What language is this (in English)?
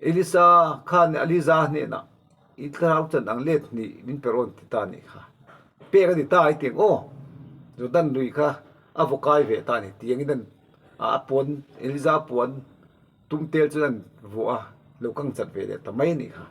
Mizo